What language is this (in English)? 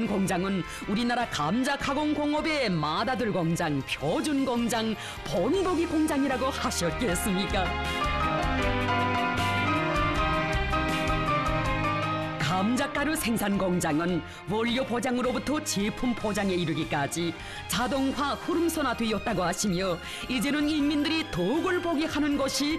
Korean